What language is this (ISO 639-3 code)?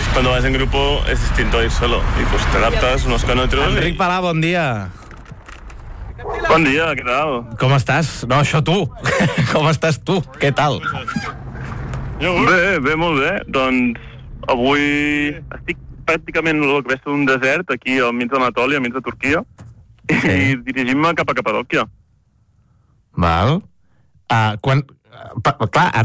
cat